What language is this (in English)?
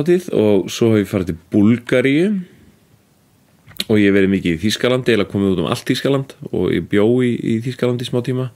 Icelandic